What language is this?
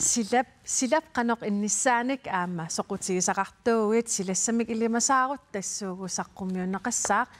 Kalaallisut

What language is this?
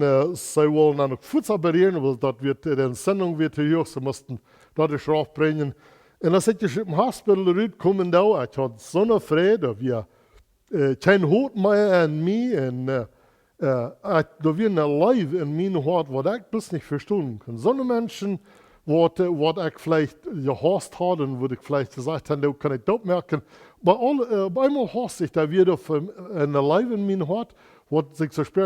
Plautdietsch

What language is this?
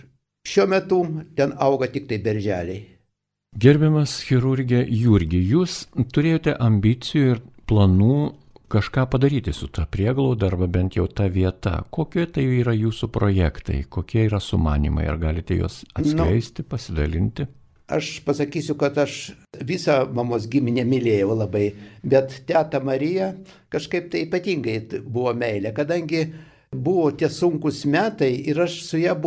Lithuanian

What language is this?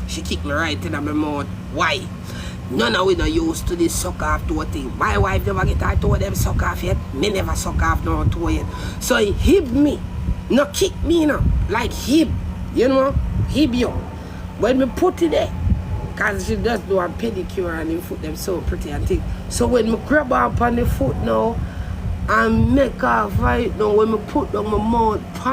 Jamaican Creole English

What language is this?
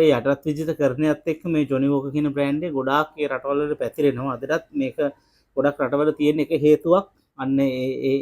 Sinhala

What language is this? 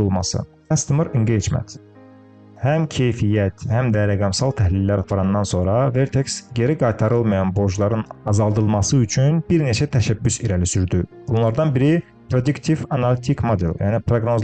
Azerbaijani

